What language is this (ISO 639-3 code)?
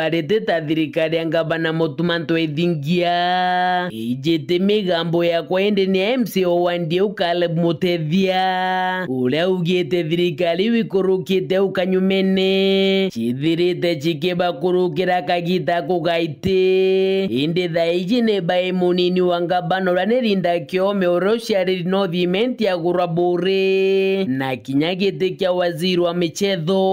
mer